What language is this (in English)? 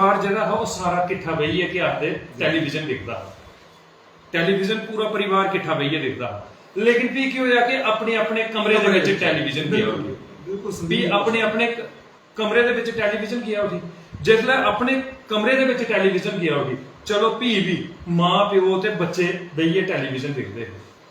Dogri